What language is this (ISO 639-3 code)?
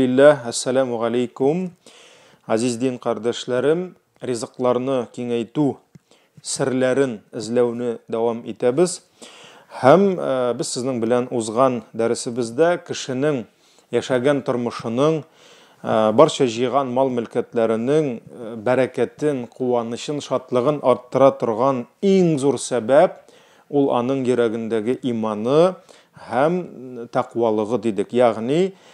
tat